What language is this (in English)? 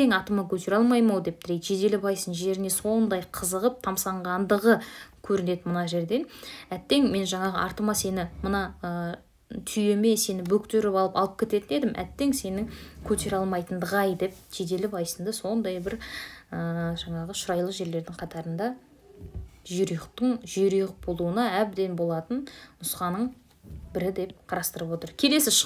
Kazakh